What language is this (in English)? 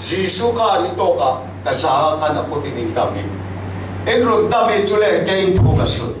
Falam Chin